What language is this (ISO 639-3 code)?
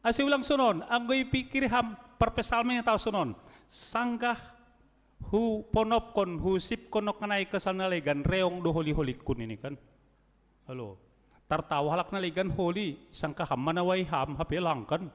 bts